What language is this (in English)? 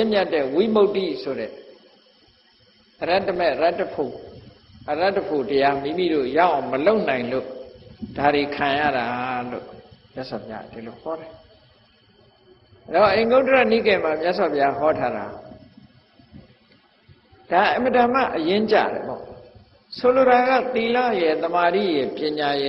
Burmese